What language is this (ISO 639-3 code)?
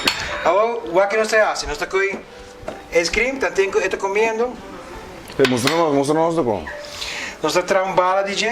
pap